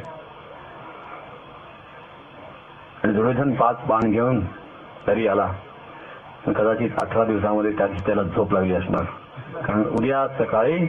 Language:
Marathi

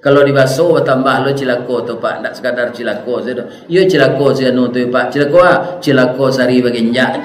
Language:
Minangkabau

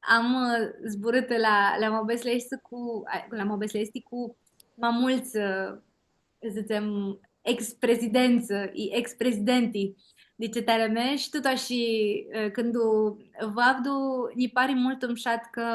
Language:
Aromanian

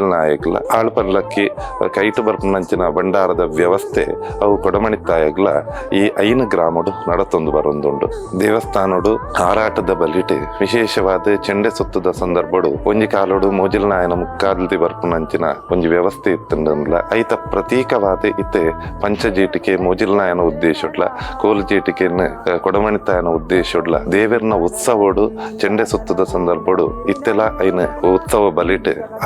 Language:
Tulu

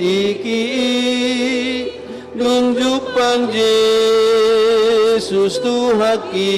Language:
Batak Toba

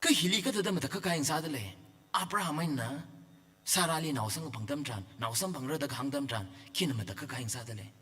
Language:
Tangkhul Naga (India)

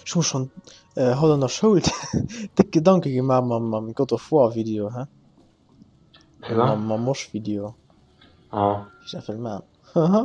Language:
Luxembourgish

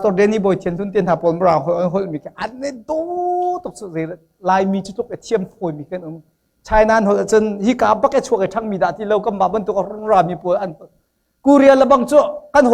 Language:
Hakha Chin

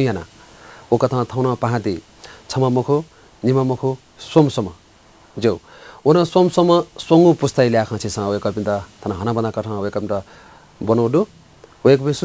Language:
Newari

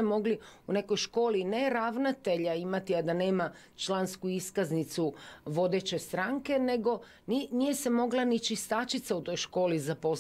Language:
Croatian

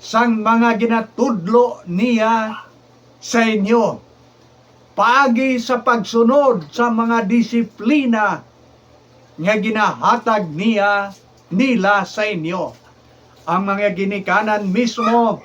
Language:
Hiligaynon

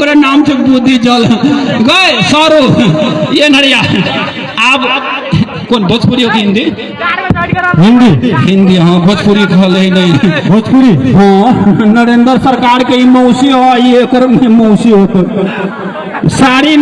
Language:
Maithili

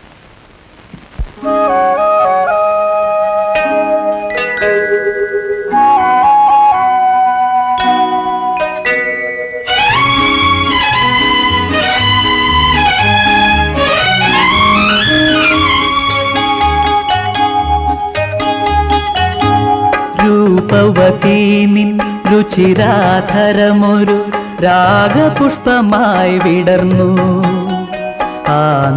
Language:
Malayalam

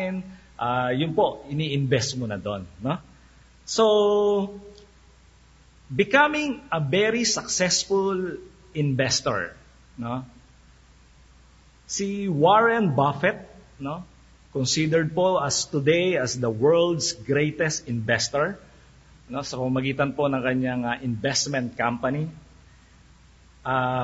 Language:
Filipino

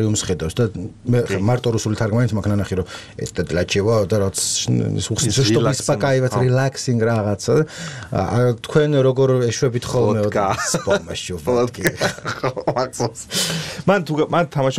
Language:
Georgian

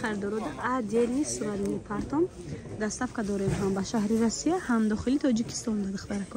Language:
Tajik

